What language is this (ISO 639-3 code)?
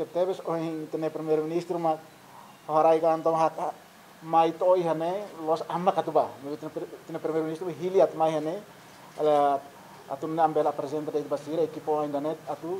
tet